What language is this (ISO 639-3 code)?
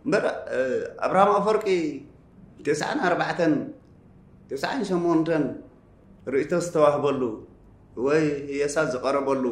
tir